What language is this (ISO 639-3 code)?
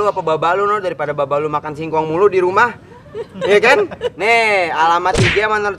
bew